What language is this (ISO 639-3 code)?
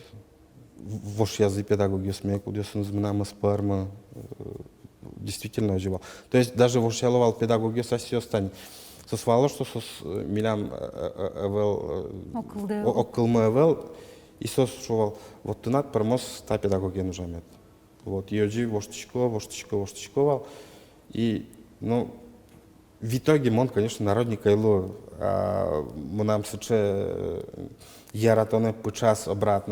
udm